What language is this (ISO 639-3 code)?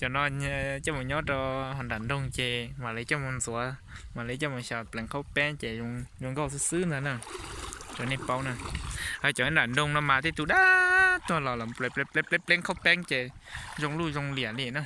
hmn